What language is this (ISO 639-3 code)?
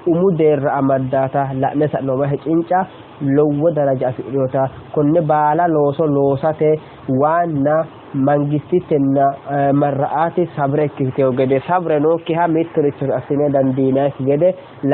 sid